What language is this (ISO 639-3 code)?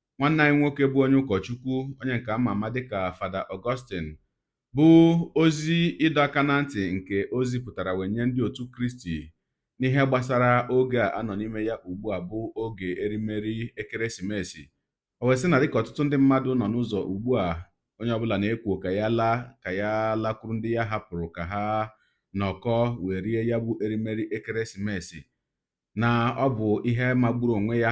ibo